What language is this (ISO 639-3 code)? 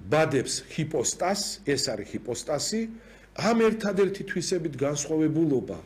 kat